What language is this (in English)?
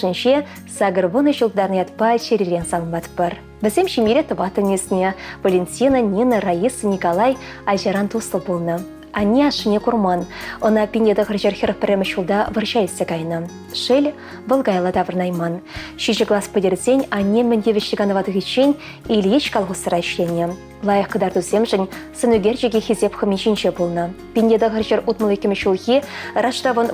Chuvash